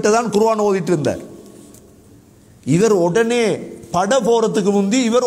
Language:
Tamil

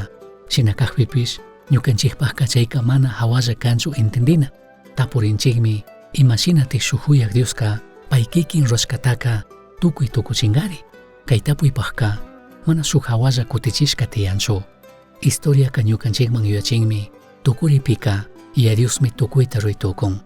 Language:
Chimborazo Highland Quichua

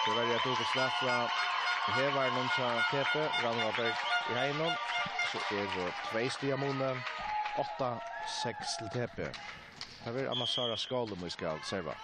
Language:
Faroese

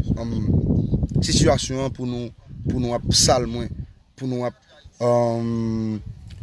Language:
Haitian Creole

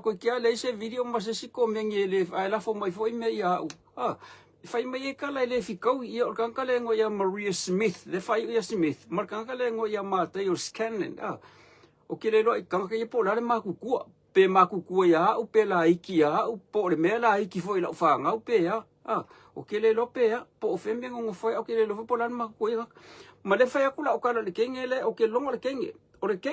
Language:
Samoan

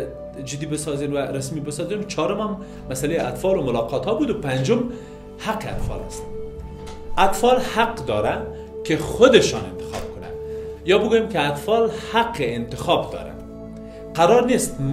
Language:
Persian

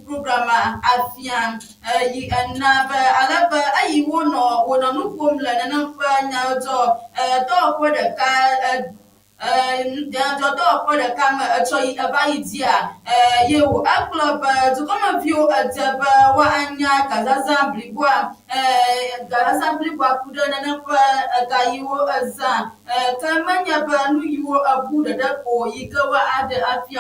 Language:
Ewe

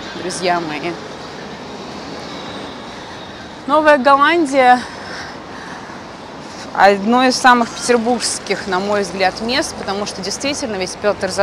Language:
Russian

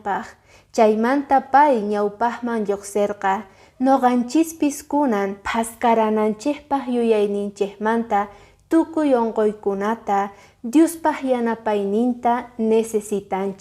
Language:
Quechua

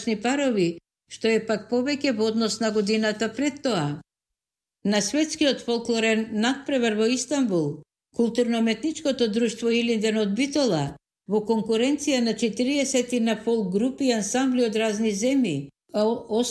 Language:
Macedonian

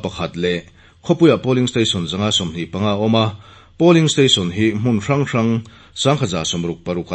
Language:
Mizo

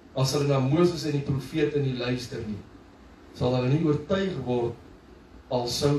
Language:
Afrikaans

